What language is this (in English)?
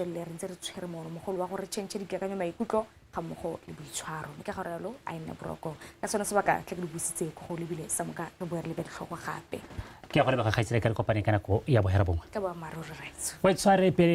Tswana